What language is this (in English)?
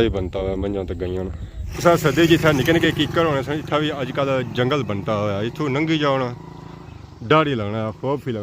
Pahari-Potwari